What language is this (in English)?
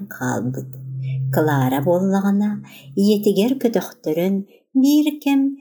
Yakut